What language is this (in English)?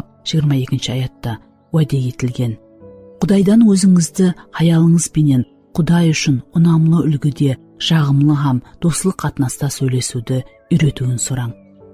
Kara-Kalpak